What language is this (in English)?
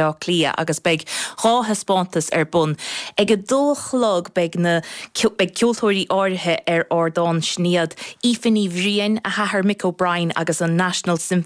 Irish